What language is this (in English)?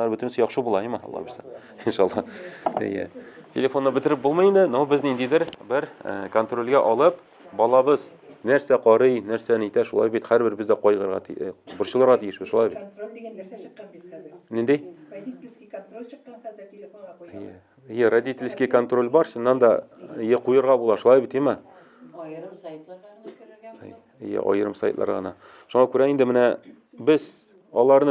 Tatar